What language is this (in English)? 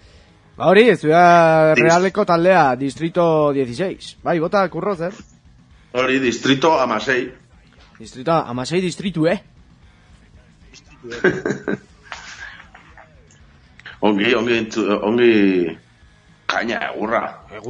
Basque